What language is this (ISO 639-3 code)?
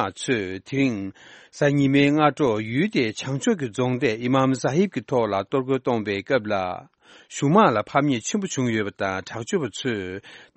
bod